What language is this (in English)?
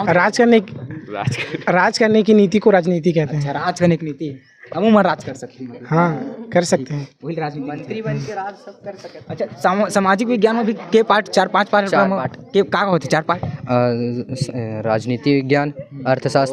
Chhattisgarhi